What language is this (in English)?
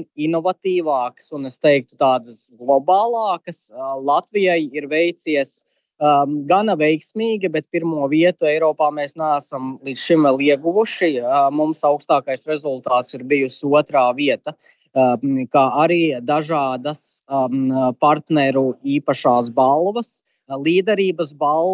Latvian